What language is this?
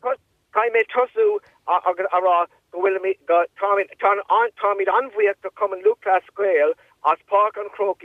Irish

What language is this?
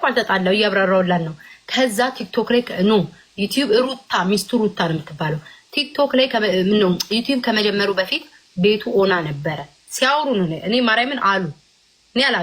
Amharic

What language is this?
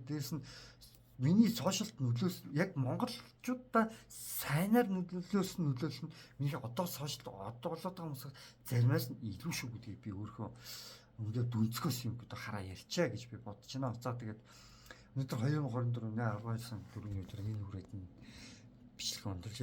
Mongolian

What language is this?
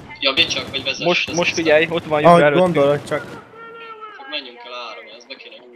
Hungarian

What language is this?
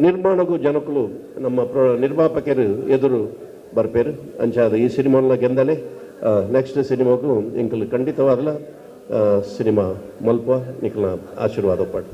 Tulu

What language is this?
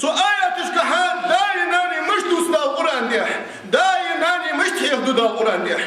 Ingush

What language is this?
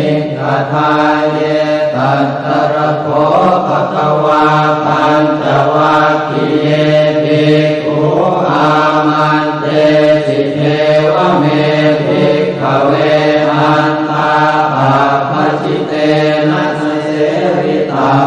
Pali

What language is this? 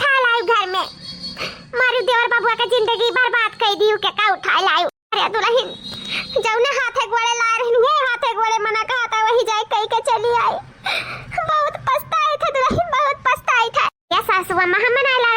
Awadhi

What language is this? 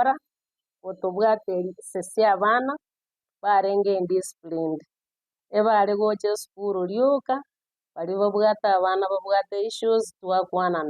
Gusii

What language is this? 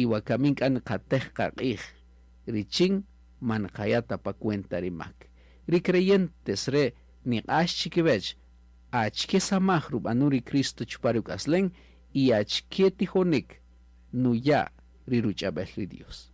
Kaqchikel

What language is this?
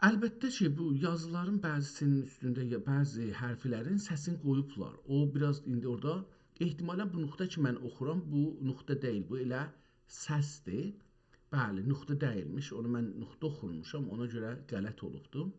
South Azerbaijani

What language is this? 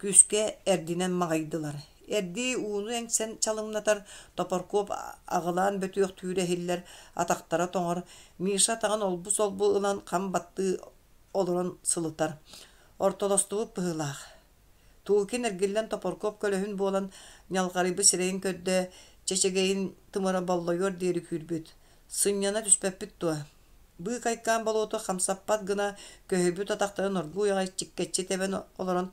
Yakut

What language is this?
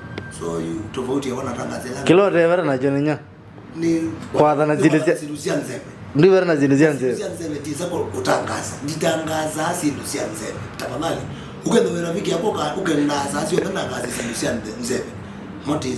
Kamba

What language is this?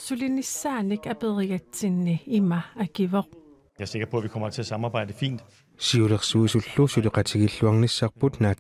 Kalaallisut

